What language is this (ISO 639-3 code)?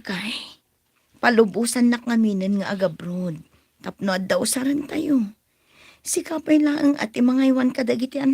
ilo